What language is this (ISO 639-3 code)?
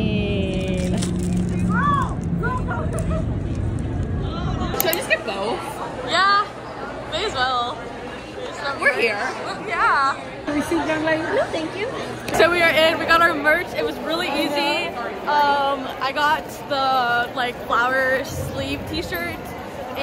eng